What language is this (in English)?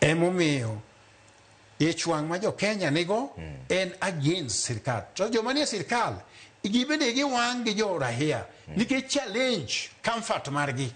Luo (Kenya and Tanzania)